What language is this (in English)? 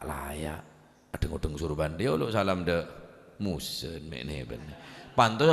Madurese